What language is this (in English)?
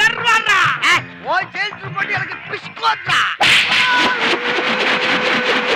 Tamil